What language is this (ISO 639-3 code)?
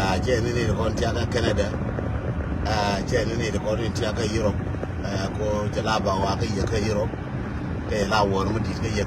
nus